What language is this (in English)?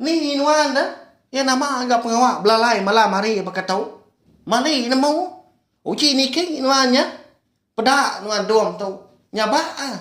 Iban